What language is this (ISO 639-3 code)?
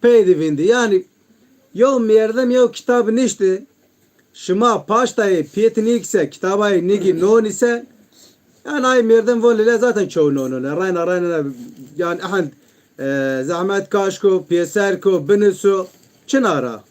zza